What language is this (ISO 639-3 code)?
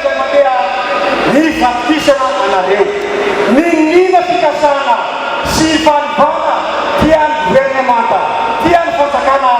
mlg